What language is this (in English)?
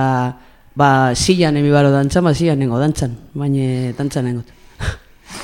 Basque